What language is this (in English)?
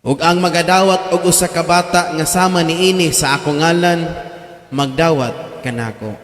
Cebuano